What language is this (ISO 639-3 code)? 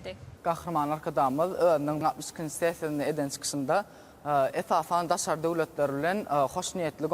tuk